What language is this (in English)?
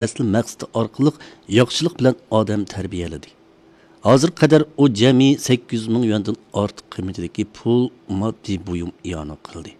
Uyghur